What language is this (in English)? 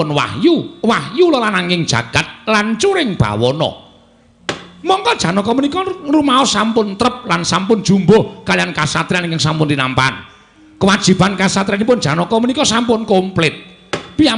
Javanese